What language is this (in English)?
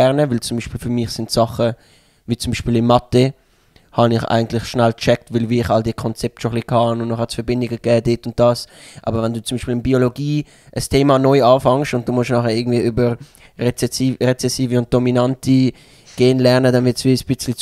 Swiss German